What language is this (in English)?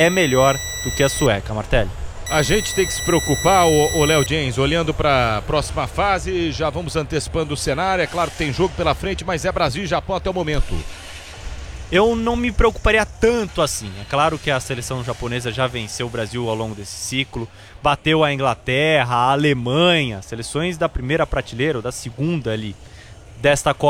Portuguese